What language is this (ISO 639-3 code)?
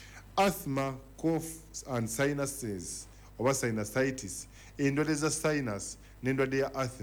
lug